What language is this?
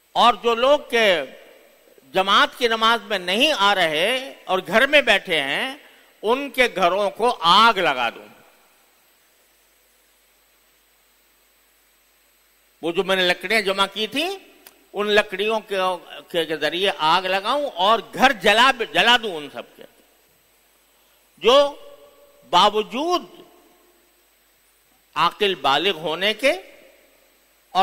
Urdu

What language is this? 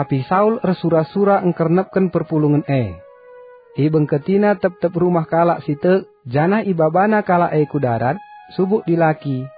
Batak Karo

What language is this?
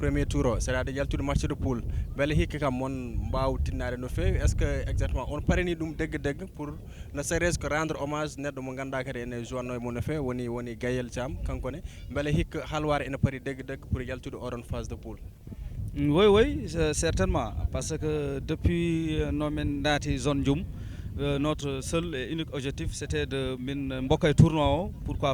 Fula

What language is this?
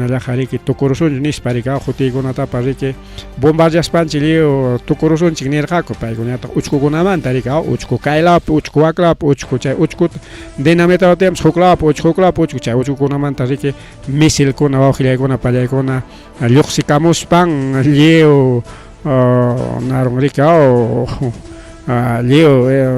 Ayacucho Quechua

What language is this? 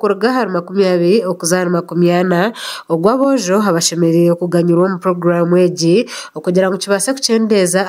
Nyankole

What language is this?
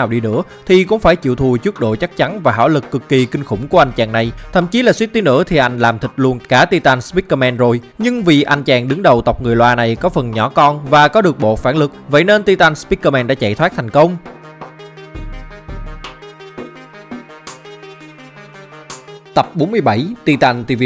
Vietnamese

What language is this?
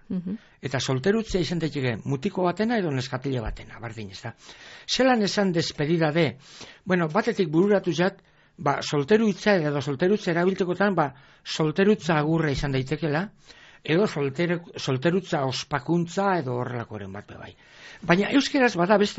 Basque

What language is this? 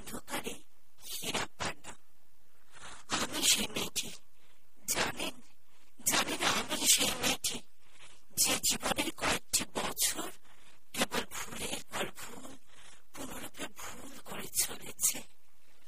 Bangla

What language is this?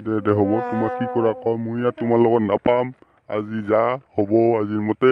Assamese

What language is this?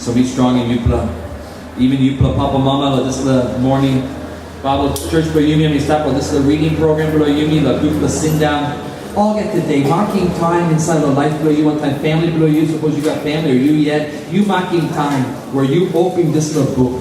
Tok Pisin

